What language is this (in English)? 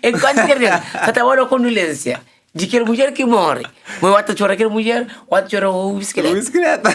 Kabuverdianu